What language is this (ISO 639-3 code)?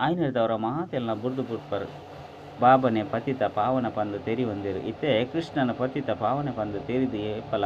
tcy